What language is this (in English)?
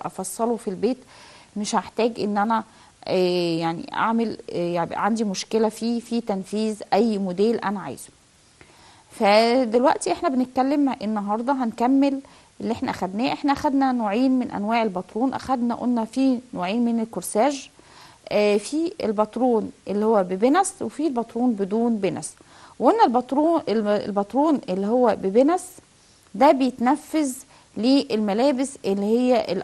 Egyptian Arabic